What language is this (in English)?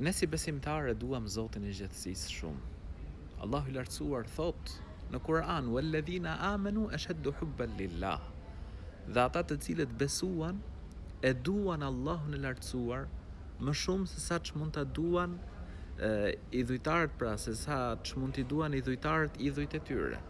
Albanian